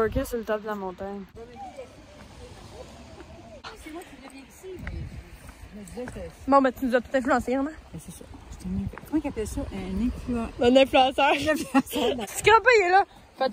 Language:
French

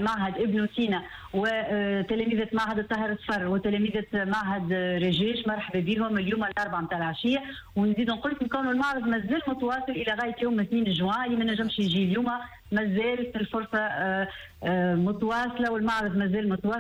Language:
Tunisian Arabic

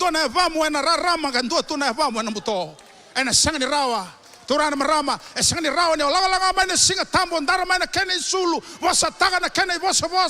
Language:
Fijian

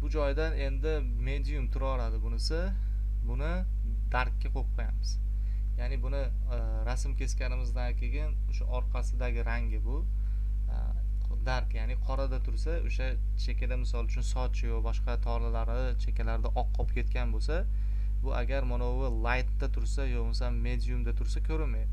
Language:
Uzbek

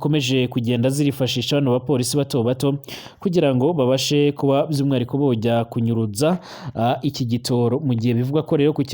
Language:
Rundi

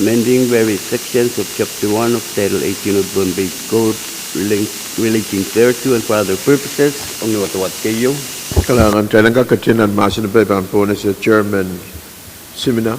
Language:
Pohnpeian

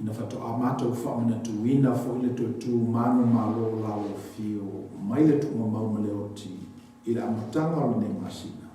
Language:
Samoan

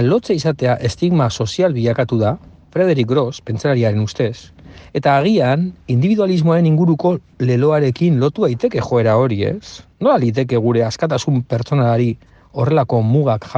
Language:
Basque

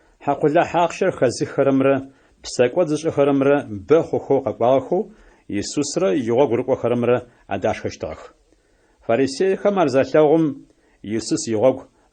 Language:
Adyghe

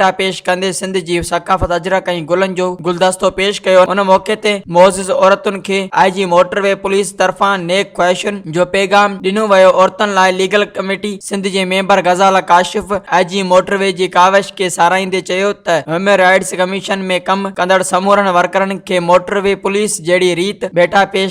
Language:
Sindhi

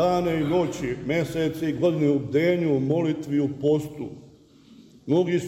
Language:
Serbian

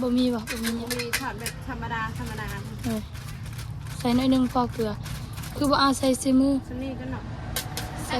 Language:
Northeastern Thai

